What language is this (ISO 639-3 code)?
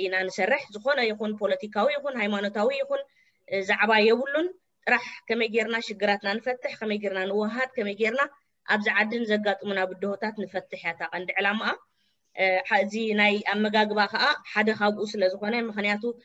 tir